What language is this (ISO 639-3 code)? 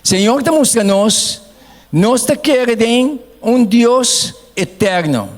pap